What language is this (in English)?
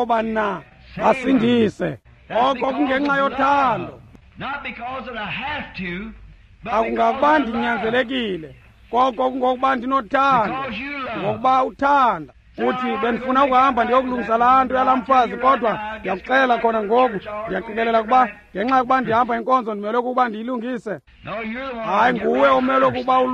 Xhosa